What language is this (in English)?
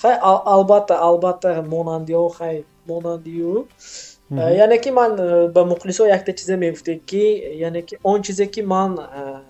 Tajik